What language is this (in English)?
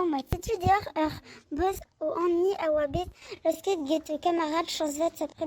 Breton